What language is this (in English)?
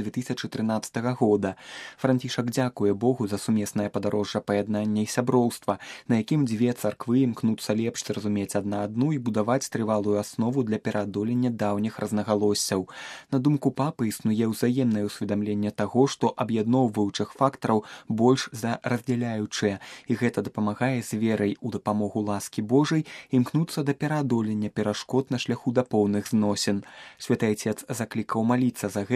Belarusian